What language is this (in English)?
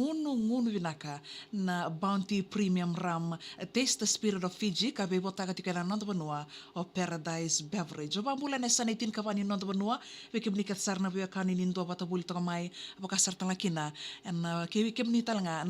Fijian